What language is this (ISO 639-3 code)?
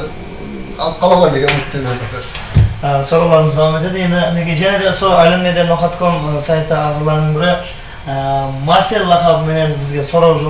kaa